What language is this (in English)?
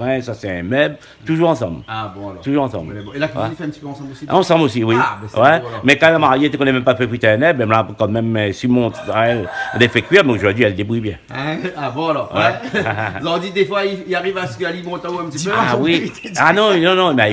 Réunion Creole French